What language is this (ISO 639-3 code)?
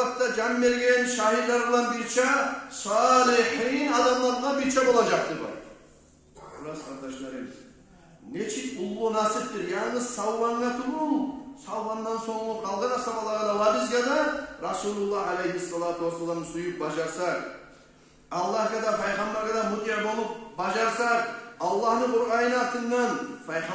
kum